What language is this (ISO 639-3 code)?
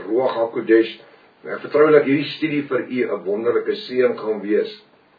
afr